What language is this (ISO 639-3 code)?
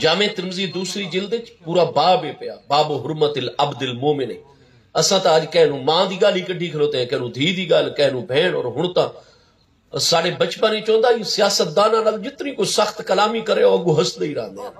skr